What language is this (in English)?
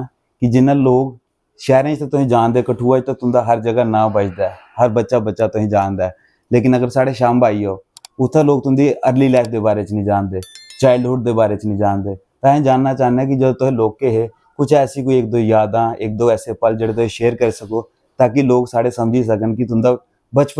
Dogri